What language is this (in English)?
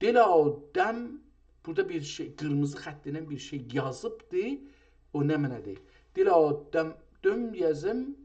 South Azerbaijani